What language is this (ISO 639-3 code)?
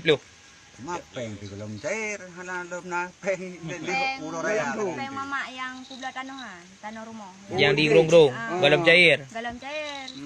ace